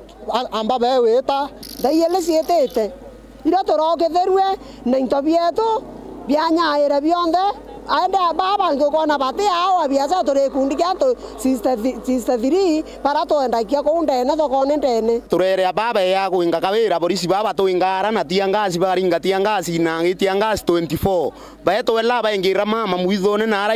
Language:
Meru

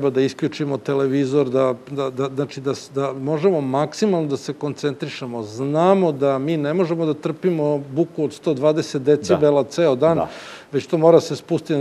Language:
Serbian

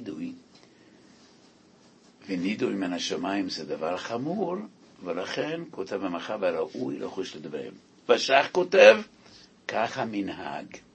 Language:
Hebrew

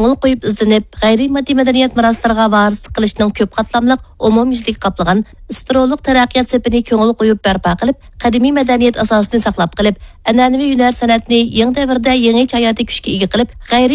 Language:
Uyghur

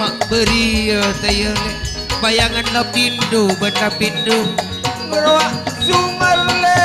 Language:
Madurese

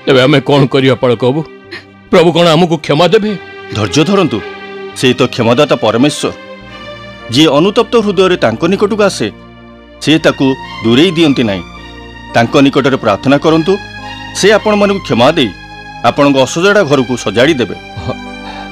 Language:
Odia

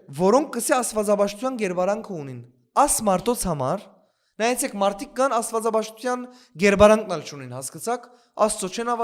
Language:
Western Armenian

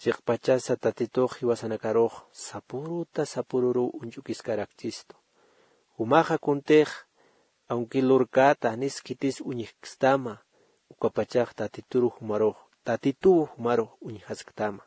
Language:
Aymara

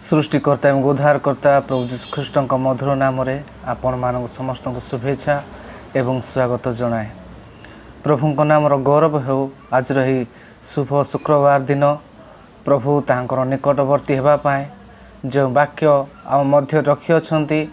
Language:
Odia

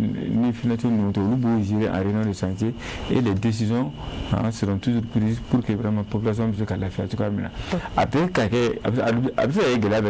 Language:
Bambara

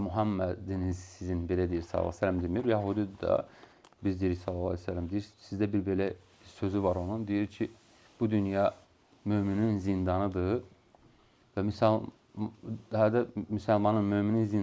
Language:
Azerbaijani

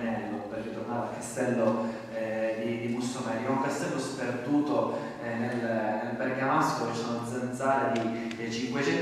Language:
Italian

